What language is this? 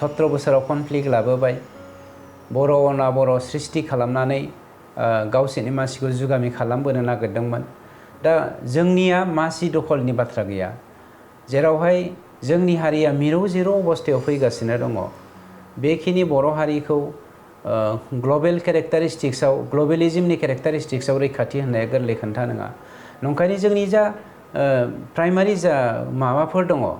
Bodo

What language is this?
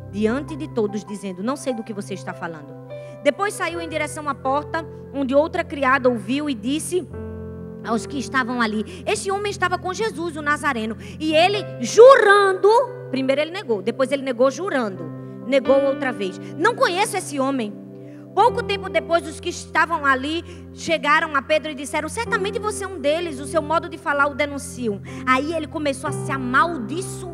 Portuguese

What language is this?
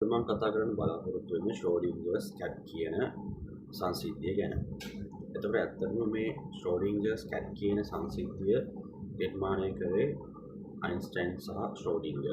Sinhala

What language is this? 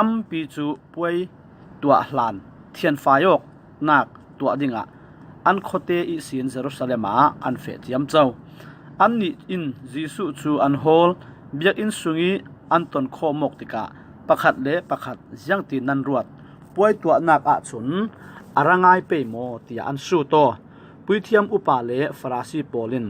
Falam Chin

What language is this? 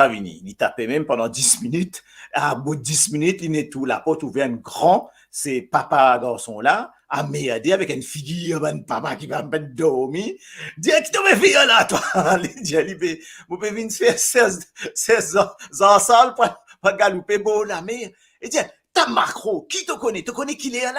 Morisyen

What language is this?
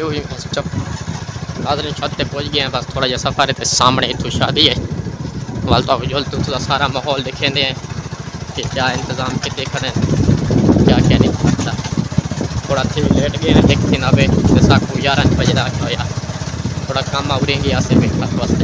Saraiki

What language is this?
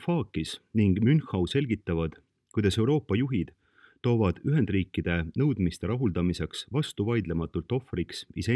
Estonian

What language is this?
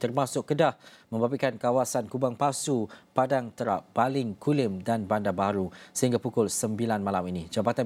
Malay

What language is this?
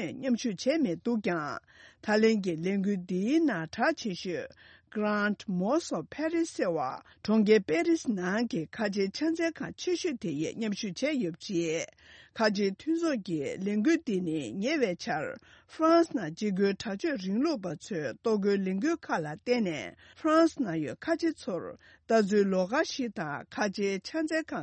Tibetan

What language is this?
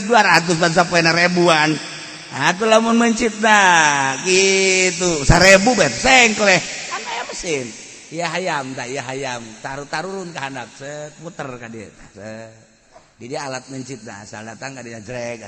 Sundanese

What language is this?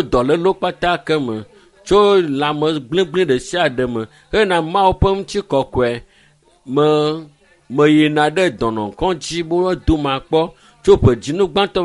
Ewe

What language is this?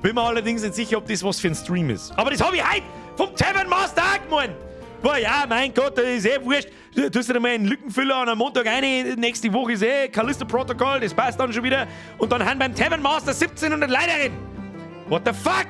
Bavarian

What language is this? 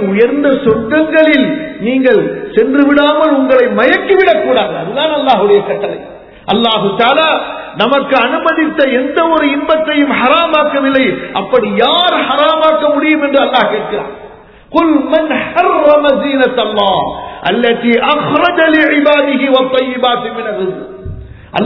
Tamil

